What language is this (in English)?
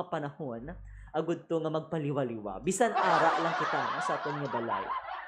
Hiligaynon